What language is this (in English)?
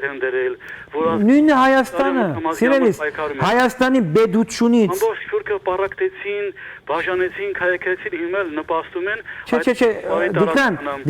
Western Armenian